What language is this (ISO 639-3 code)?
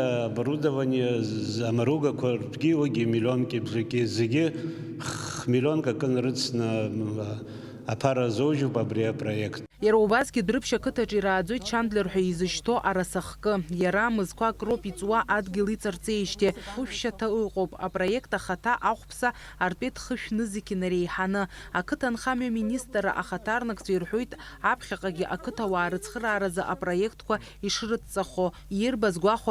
abk